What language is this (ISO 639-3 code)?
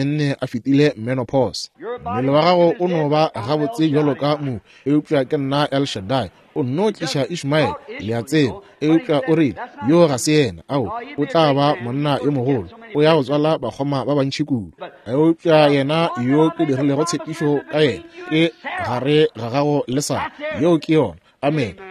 nso